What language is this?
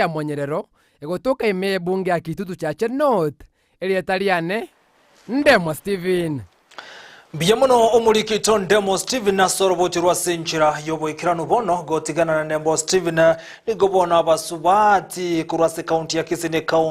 Gusii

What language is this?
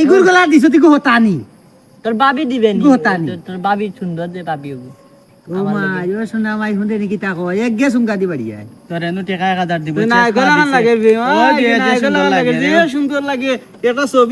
Sylheti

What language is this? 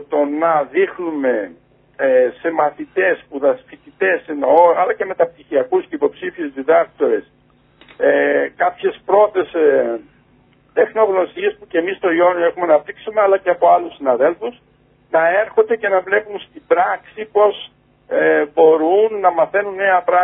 Greek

